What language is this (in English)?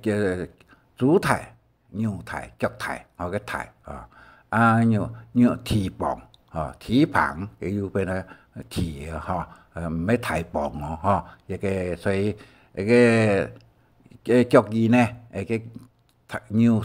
Hakka Chinese